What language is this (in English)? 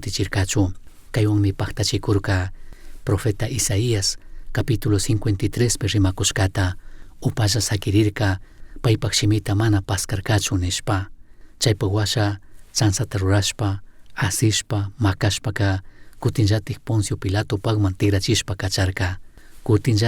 Chimborazo Highland Quichua